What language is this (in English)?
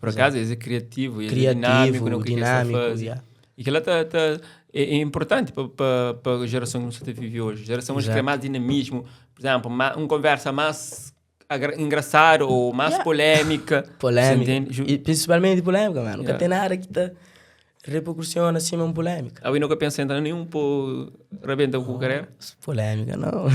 Kabuverdianu